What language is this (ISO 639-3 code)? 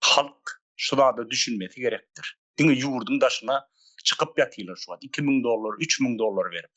tuk